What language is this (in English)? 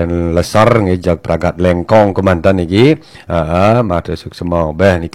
Balinese